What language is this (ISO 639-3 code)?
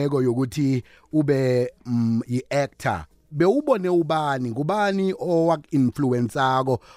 nbl